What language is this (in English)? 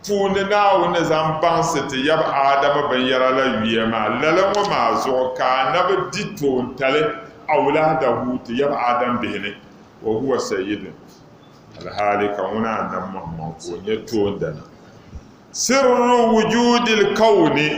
Dagbani